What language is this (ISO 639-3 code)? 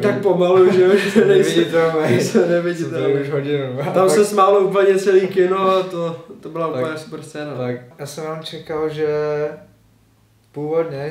ces